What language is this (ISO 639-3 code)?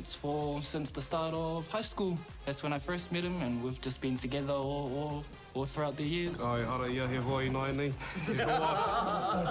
mri